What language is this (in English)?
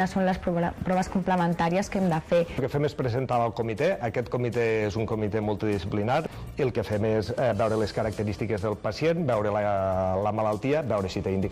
Catalan